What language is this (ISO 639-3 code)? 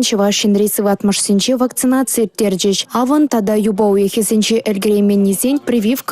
chv